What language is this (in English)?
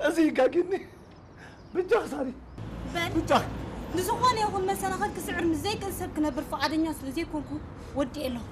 Tigrinya